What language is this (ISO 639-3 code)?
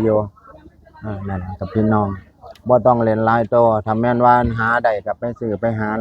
tts